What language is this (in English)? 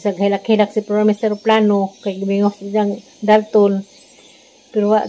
Cebuano